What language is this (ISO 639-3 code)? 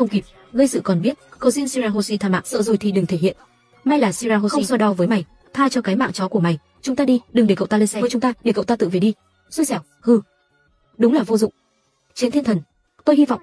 vie